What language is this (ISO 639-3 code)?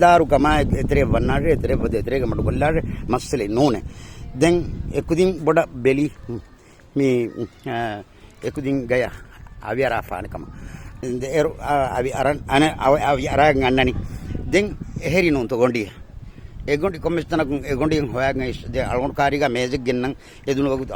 div